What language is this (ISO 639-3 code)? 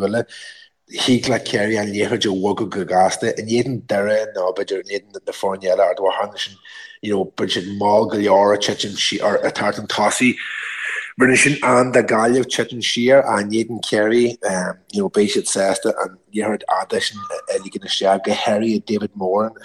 gle